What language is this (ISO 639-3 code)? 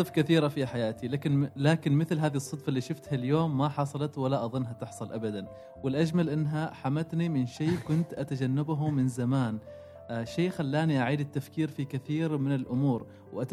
afb